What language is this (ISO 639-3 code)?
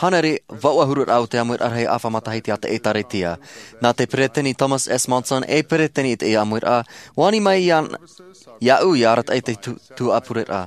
tah